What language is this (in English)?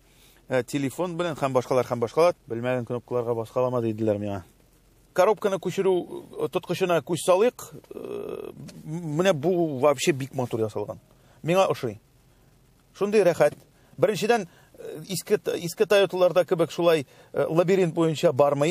Tatar